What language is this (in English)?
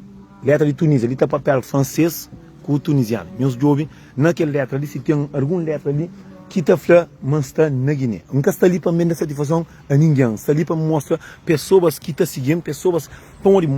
Kabuverdianu